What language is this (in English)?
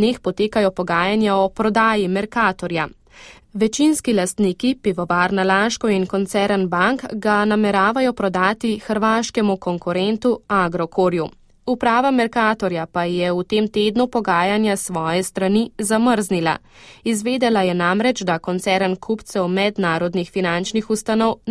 Slovenian